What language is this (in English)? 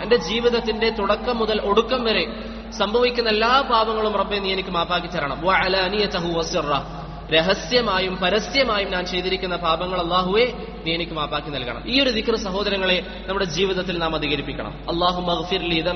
Malayalam